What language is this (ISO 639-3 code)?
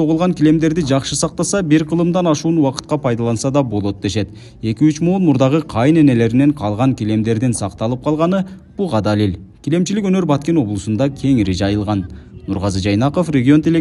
kir